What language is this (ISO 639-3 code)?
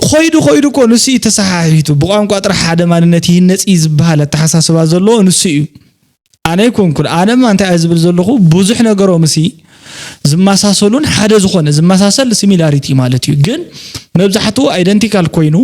tir